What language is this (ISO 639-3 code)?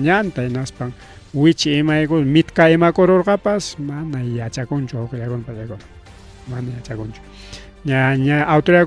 quy